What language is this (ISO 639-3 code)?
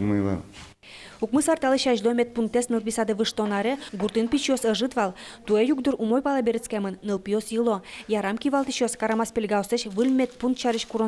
udm